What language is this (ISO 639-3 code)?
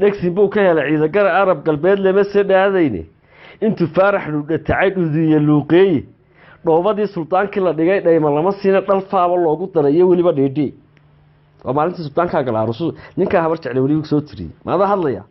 som